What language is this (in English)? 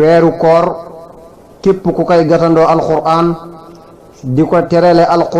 Wolof